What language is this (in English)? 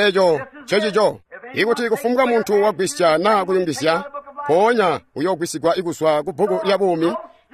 Tonga (Zambia)